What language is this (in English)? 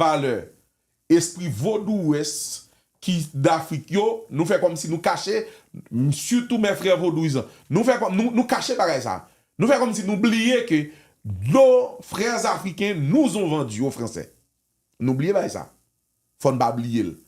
Haitian Creole